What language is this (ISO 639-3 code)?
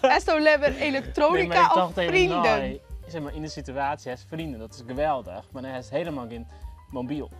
fry